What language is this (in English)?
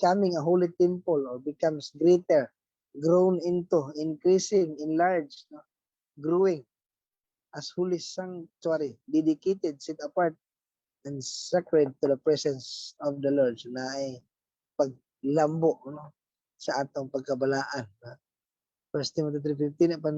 Cebuano